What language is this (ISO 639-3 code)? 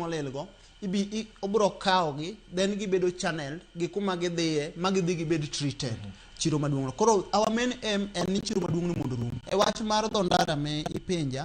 luo